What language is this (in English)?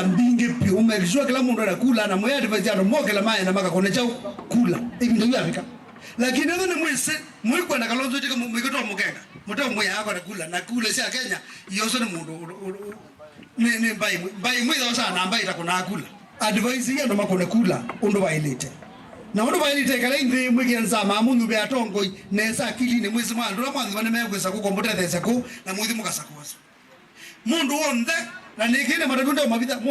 Kamba